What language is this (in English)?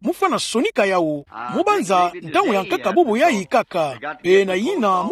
Kituba (Democratic Republic of Congo)